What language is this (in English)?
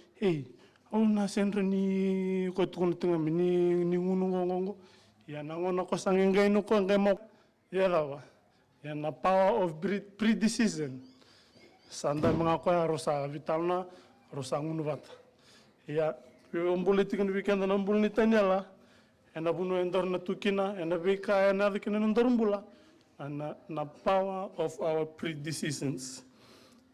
Fijian